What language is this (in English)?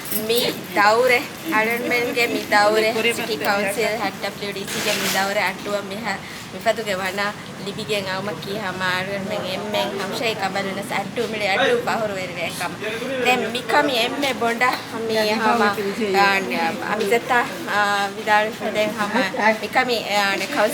Divehi